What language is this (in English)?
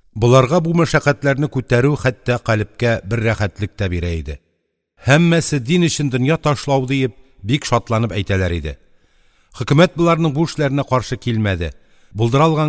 Tatar